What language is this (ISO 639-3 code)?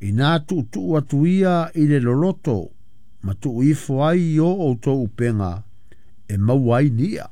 smo